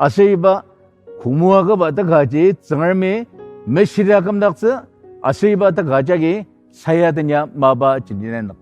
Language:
Ao Naga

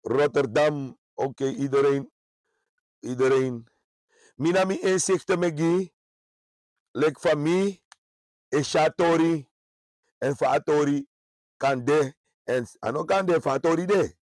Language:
Sranan Tongo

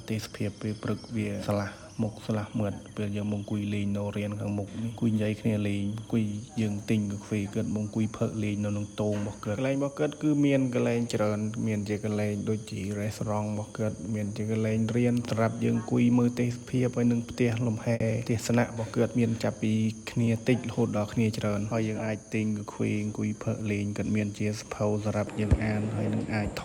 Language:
Khmer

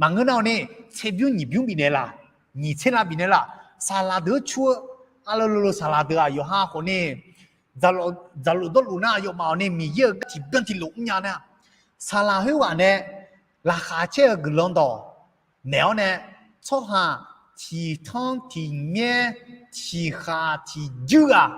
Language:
Akha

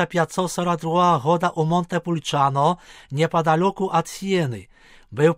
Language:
Belarusian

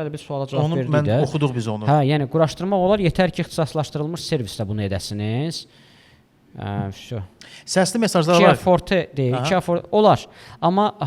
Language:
Azerbaijani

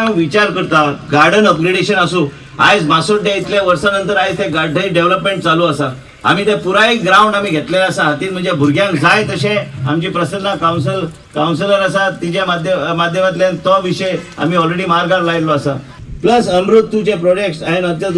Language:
Konkani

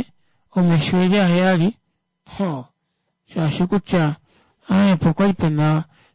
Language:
Kuanyama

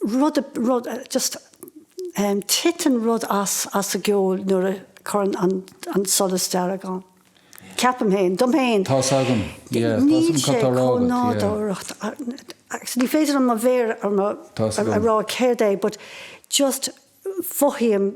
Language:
Irish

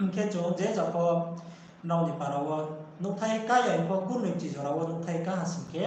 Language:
Riang (India)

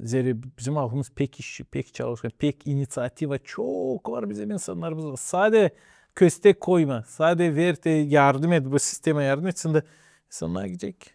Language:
Gagauz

